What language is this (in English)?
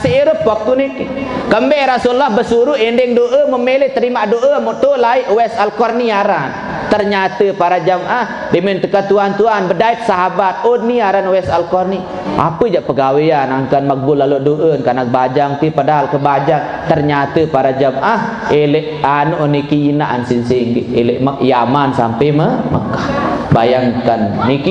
Sasak